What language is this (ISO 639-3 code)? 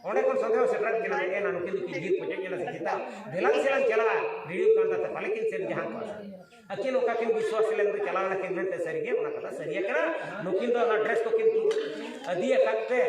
sat